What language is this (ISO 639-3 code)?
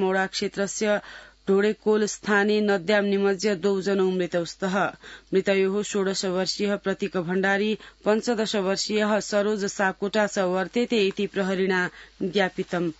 san